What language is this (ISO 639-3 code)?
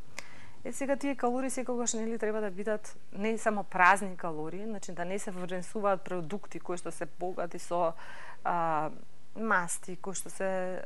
mkd